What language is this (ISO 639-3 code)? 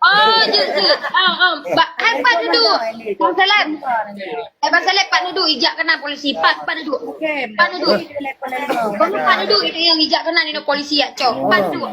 ace